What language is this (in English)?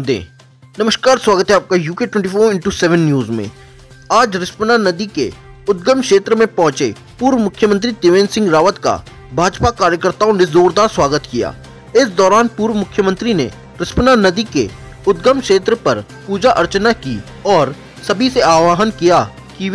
Hindi